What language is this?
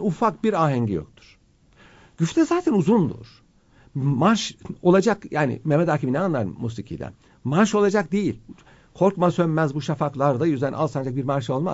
Turkish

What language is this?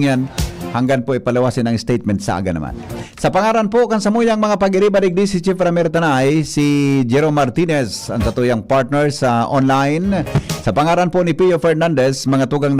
Bikol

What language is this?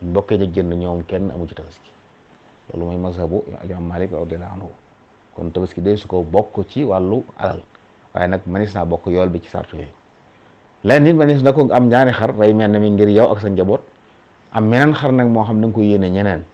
Wolof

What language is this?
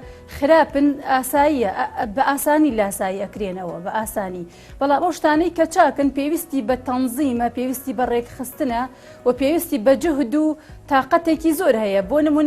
Central Kurdish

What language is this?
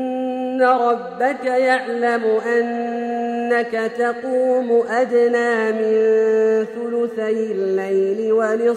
Arabic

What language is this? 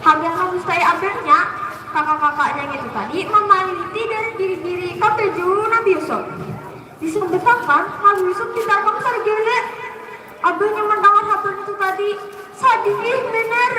Banjar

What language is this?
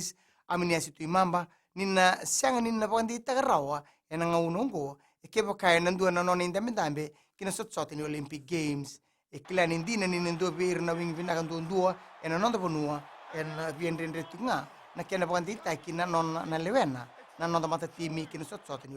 Fijian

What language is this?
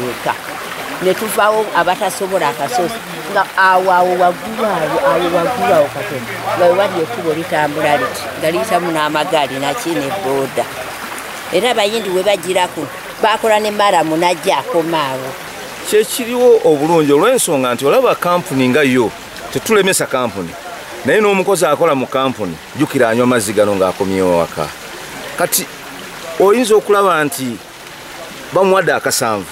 Ganda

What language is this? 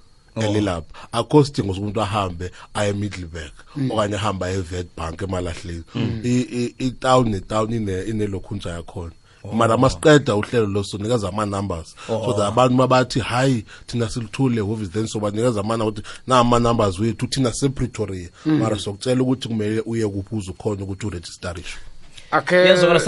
South Ndebele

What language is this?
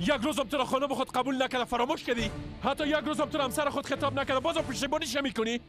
Persian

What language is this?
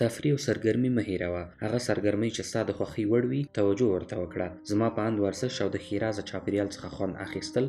Pashto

